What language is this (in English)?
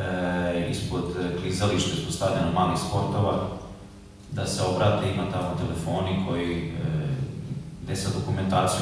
Serbian